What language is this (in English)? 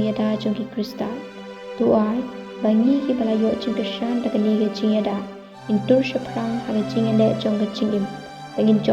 Khasi